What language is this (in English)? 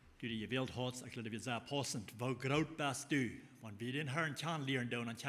Plautdietsch